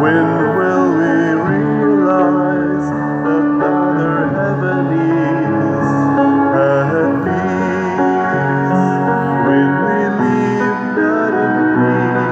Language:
Cebuano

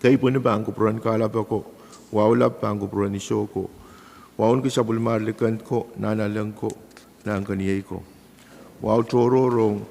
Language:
Pohnpeian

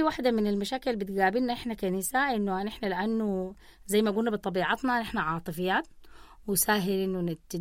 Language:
Sudanese Arabic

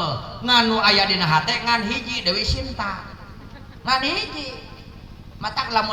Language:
Sundanese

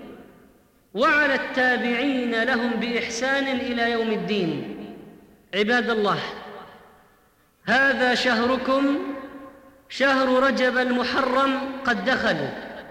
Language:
Arabic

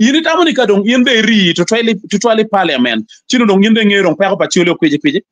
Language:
Acoli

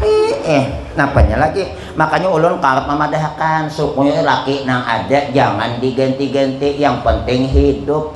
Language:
Banjar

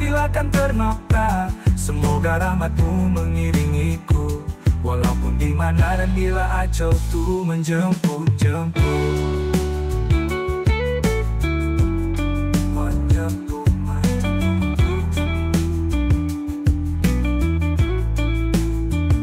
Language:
Malay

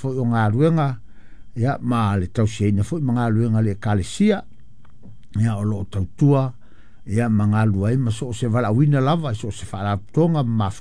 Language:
Samoan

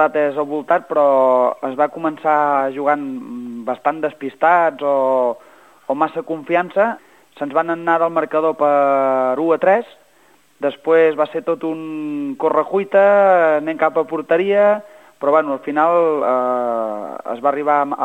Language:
Catalan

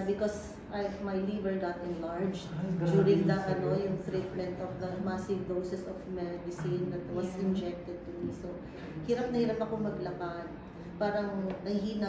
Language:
Filipino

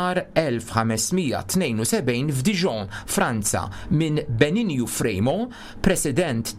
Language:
Maltese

